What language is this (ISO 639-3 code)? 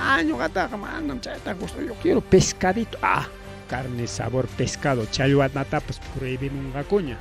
quy